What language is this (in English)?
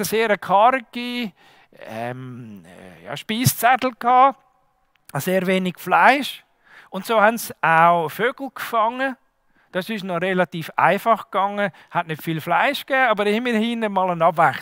Swiss German